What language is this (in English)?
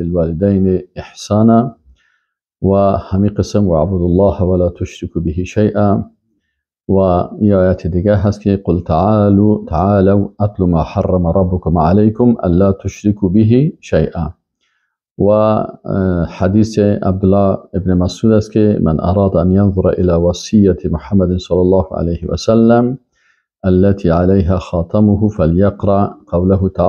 Persian